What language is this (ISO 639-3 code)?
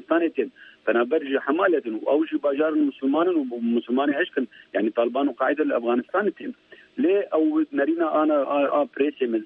kur